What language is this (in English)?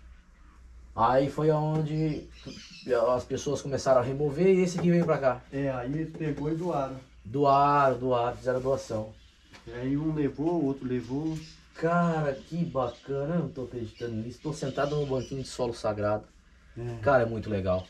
Portuguese